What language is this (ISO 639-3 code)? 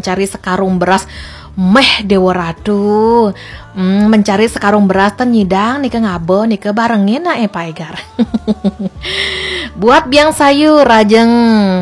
ban